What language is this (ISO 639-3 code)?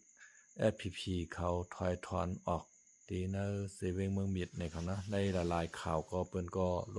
shn